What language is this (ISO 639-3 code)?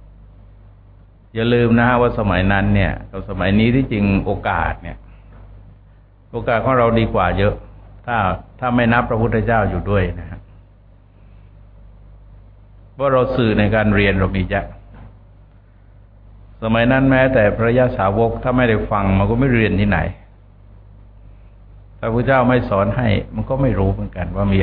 tha